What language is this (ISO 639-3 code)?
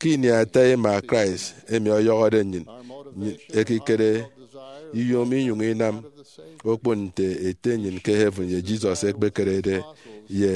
efi